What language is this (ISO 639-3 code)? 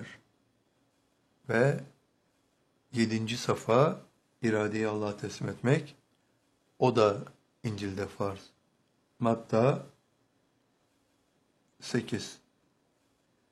tur